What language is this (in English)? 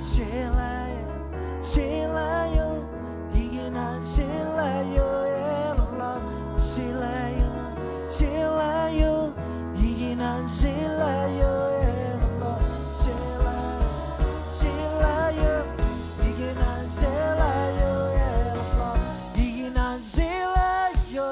Marshallese